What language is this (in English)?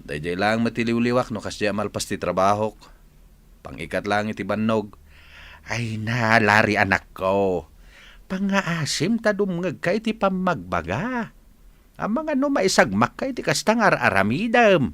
Iloko